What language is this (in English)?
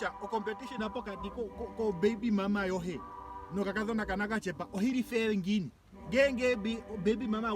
Ndonga